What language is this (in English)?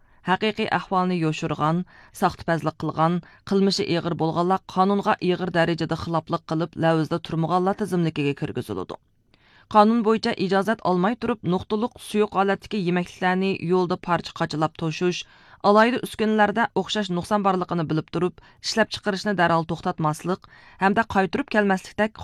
Uyghur